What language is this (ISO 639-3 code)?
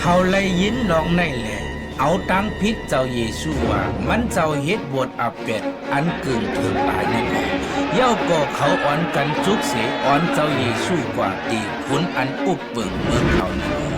shn